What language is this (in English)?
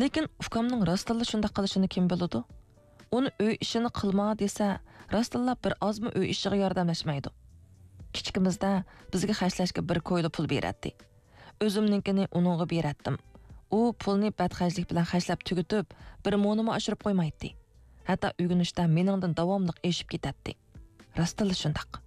Uyghur